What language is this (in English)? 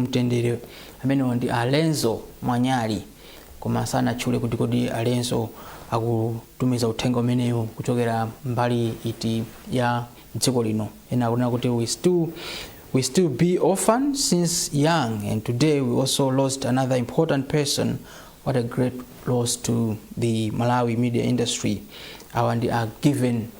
Nyanja